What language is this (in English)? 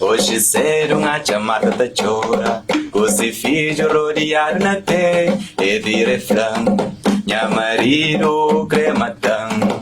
Kabuverdianu